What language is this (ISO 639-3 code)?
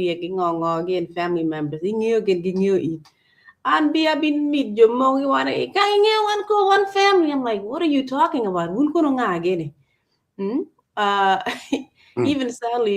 ach